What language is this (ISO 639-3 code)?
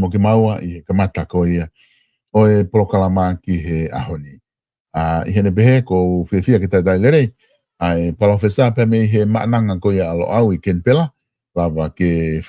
ton